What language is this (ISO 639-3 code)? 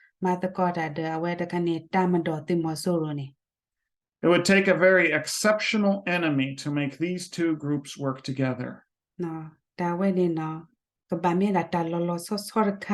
ksw